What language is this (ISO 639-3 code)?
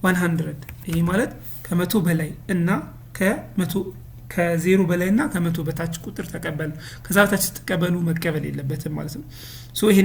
amh